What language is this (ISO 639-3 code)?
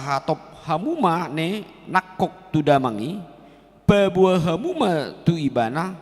bbc